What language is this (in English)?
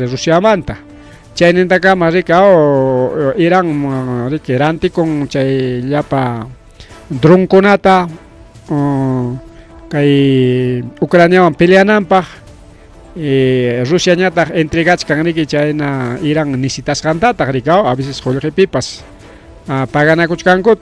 Ayacucho Quechua